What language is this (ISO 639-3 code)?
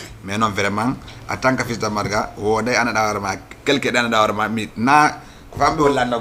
ful